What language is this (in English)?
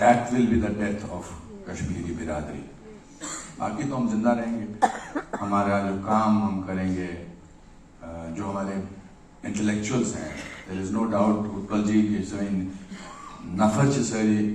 Kashmiri